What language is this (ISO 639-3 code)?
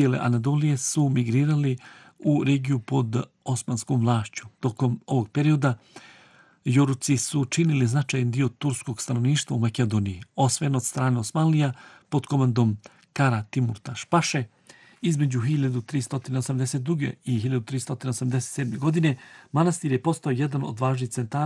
bos